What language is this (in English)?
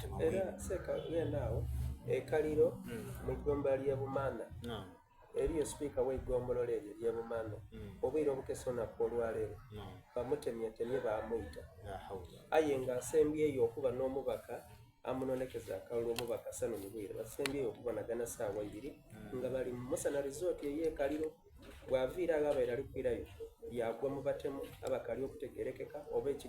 Soga